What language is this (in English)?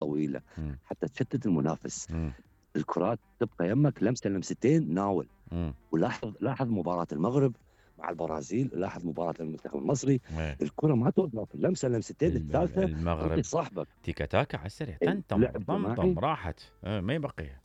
Mesopotamian Arabic